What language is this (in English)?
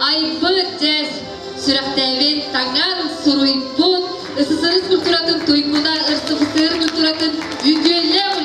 Yakut